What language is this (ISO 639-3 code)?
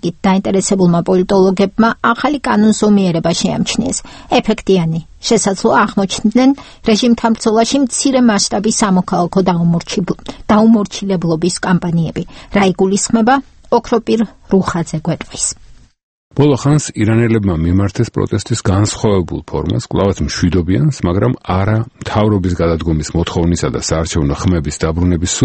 kat